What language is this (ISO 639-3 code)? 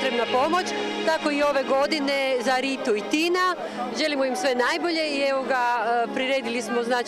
hrv